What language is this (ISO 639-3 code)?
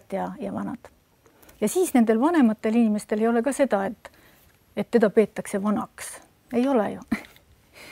est